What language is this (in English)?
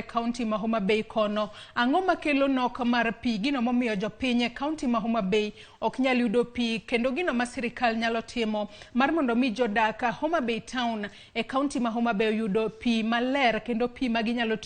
Luo (Kenya and Tanzania)